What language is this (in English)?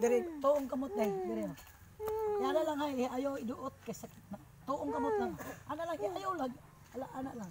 Cebuano